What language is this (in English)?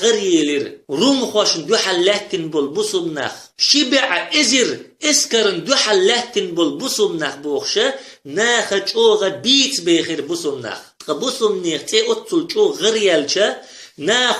Chechen